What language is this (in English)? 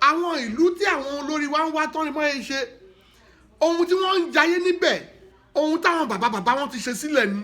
Yoruba